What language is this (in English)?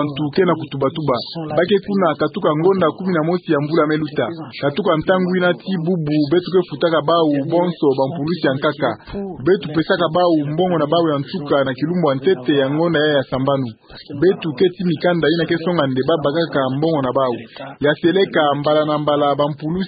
Kituba (Democratic Republic of Congo)